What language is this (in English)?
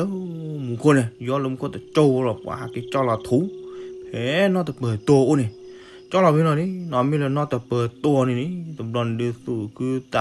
S'gaw Karen